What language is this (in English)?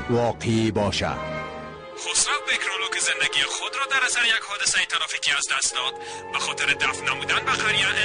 Persian